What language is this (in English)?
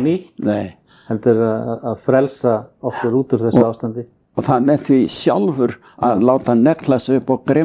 Icelandic